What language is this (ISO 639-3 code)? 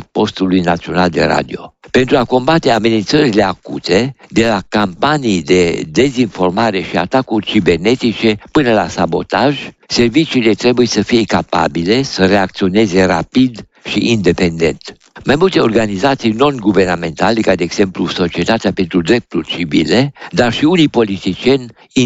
ron